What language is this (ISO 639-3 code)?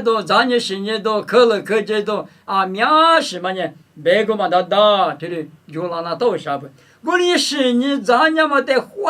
lis